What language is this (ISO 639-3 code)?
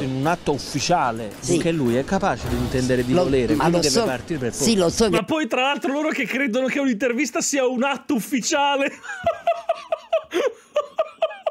ita